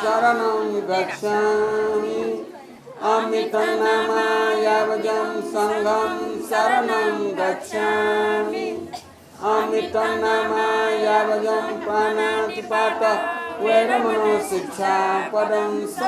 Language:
Newari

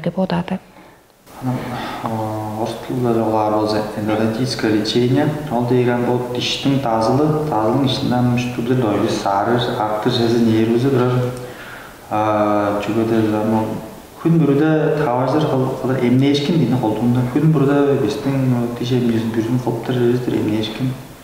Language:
Tuvinian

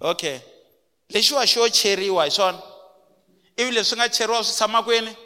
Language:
Tsonga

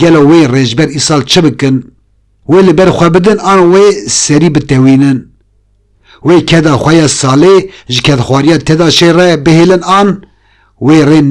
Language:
Kurdish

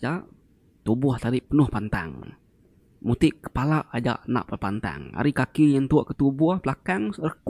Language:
Iban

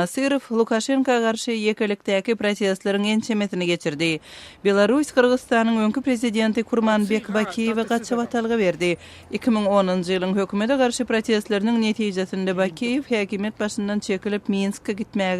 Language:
Turkmen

